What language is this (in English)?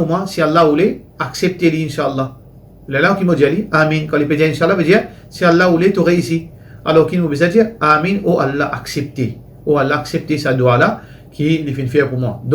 Morisyen